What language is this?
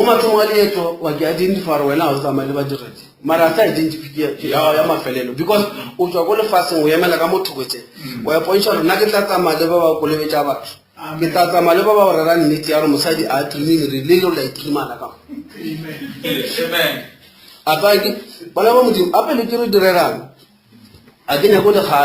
Northern Sotho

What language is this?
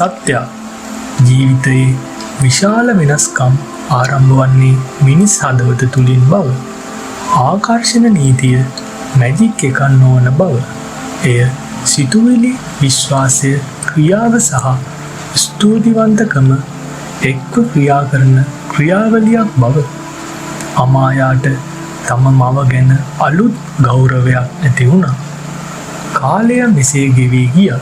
Sinhala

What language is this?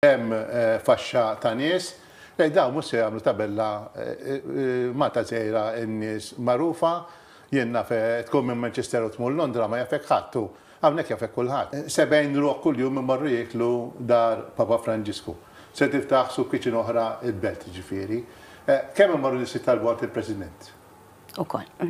Maltese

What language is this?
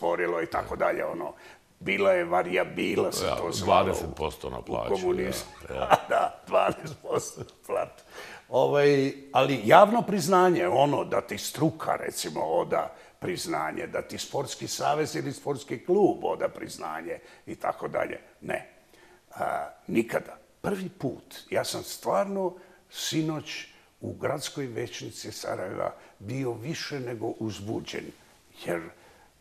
Bosnian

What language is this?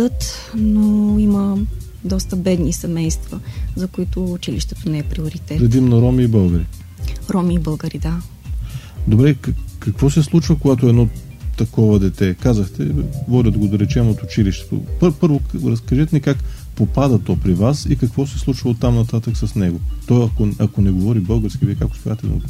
Bulgarian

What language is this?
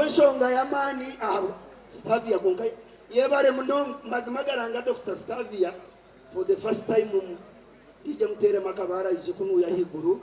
Nyankole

